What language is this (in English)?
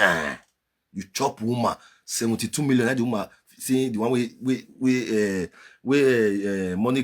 Nigerian Pidgin